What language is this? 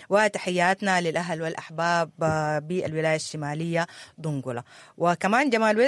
Sudanese Arabic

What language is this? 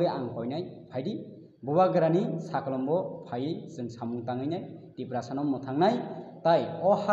Kok Borok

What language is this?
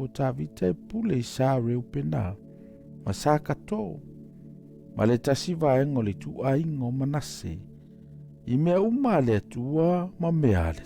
Samoan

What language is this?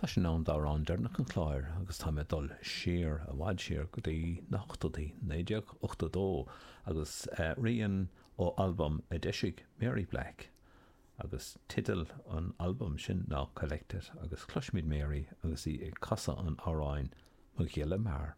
Irish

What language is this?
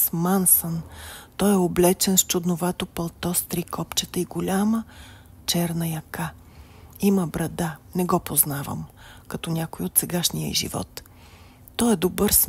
Bulgarian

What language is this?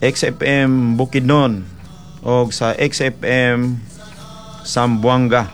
Cebuano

